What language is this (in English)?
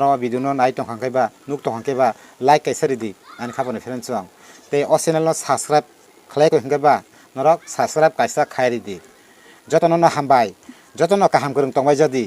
Kok Borok